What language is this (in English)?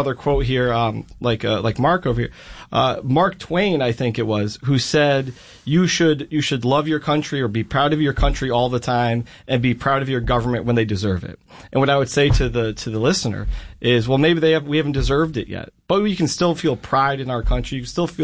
English